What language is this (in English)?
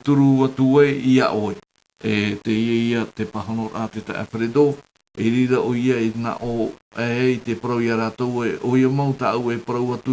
Tahitian